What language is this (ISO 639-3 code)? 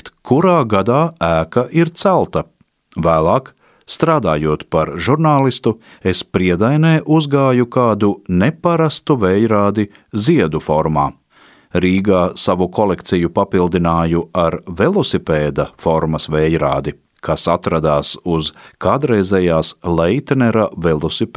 lav